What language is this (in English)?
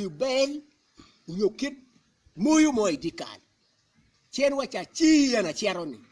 Acoli